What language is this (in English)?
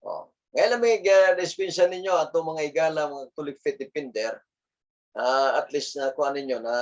Cebuano